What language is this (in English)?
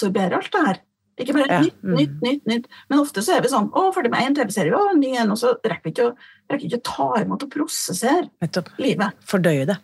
Norwegian